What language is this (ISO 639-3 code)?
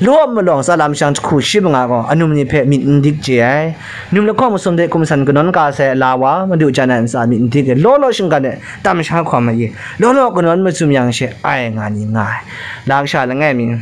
kac